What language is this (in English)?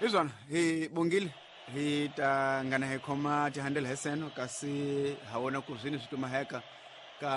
Tsonga